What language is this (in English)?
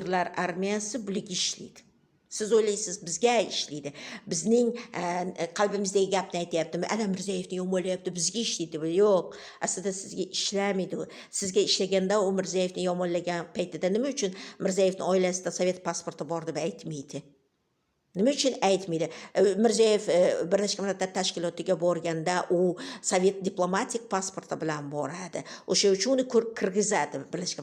Uzbek